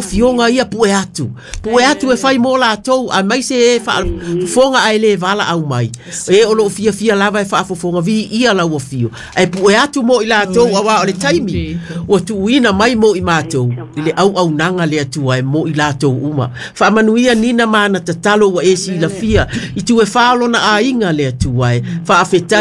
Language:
Samoan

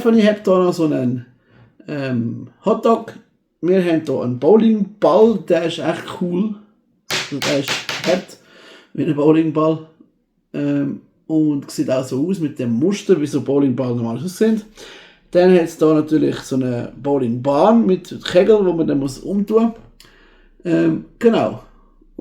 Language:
Swiss German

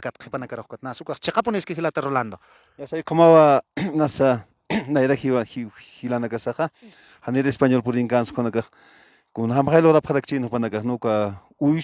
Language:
Aymara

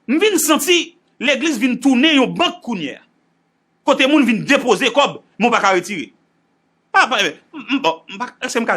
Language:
Haitian Creole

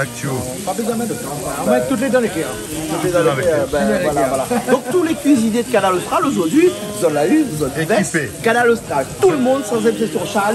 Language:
Réunion Creole French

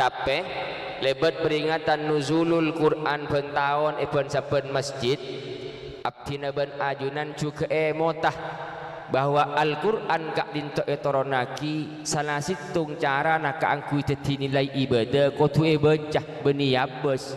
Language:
Madurese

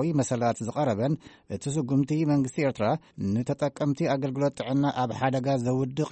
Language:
Tigrinya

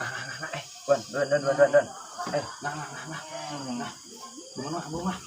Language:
Banjar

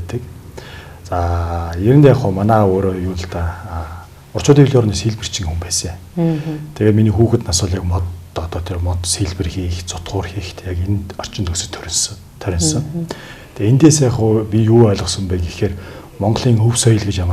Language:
Mongolian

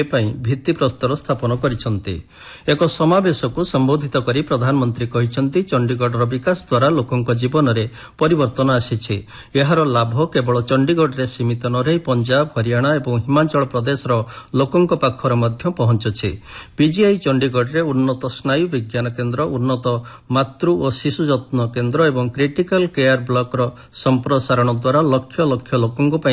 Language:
Odia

